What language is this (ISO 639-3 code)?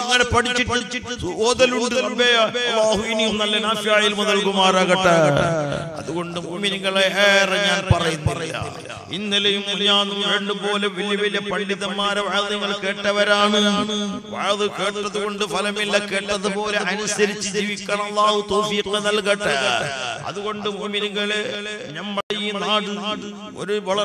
mal